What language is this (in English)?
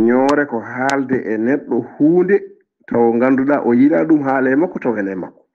Fula